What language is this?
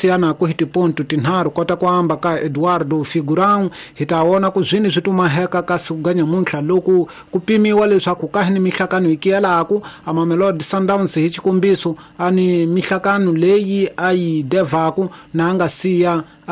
Tsonga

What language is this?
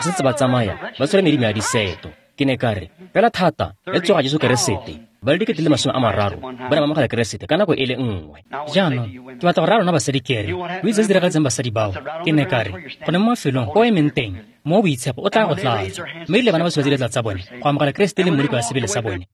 Tswana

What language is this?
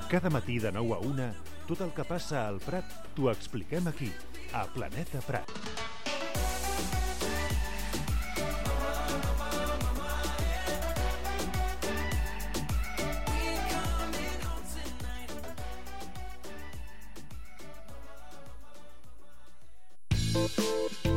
Catalan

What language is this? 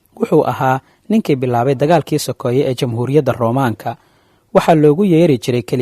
Somali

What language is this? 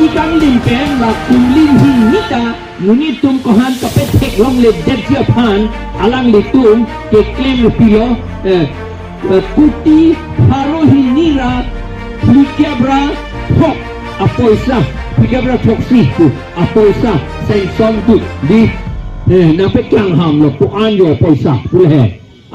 Karbi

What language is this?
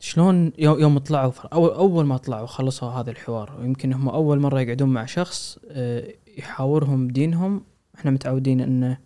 Gulf Arabic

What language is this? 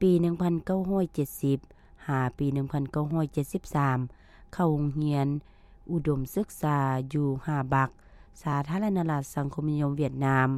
Lao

